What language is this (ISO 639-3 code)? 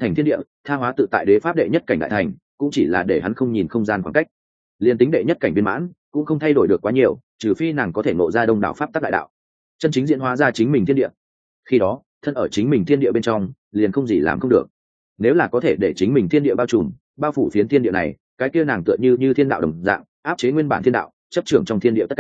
vie